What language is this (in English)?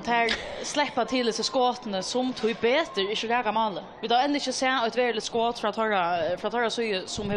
Faroese